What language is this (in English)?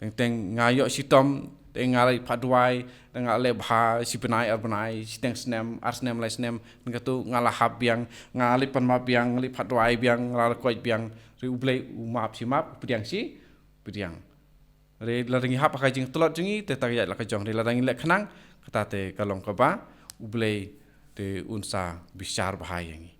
Khasi